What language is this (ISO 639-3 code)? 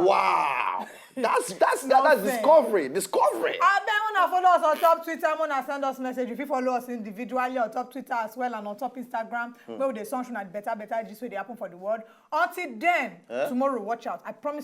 pcm